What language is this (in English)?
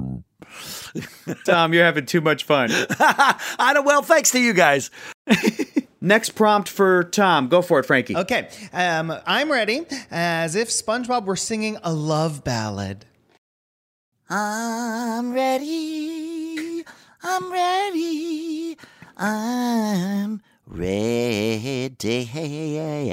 English